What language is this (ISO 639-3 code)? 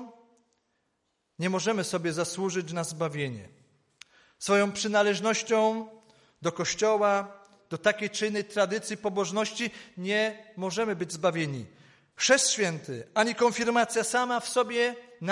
pol